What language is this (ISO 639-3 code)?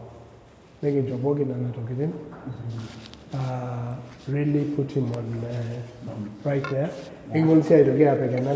mas